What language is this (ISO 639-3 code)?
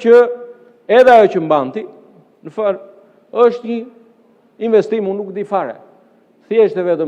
sqi